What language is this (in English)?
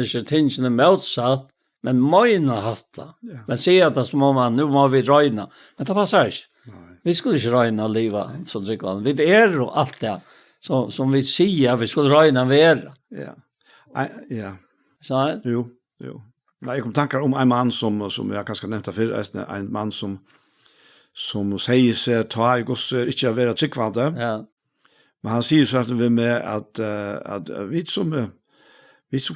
Faroese